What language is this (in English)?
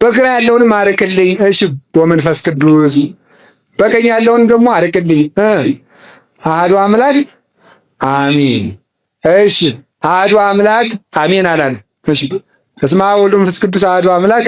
Amharic